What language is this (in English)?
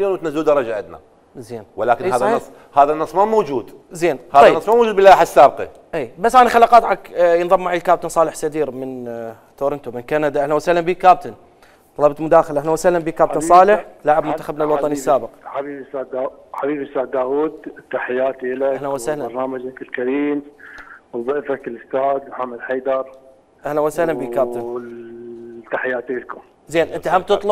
Mesopotamian Arabic